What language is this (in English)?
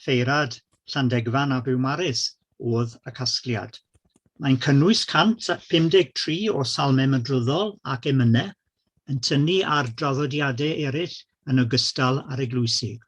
Welsh